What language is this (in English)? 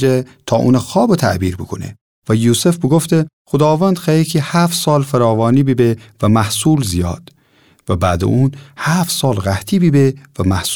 Gilaki